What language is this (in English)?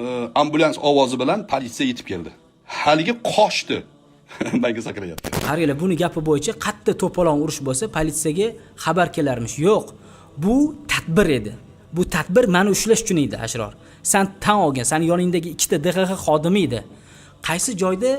Uzbek